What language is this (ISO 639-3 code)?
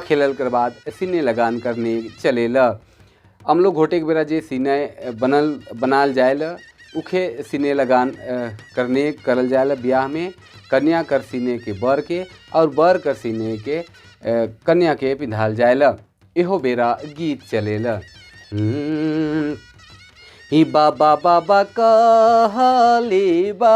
sck